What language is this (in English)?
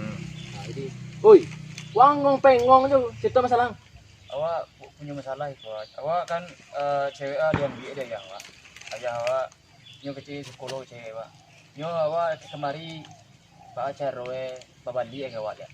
Minangkabau